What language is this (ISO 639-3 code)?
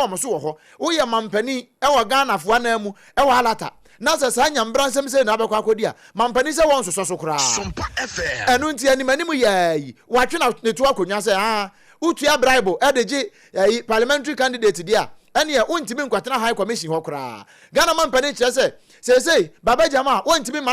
aka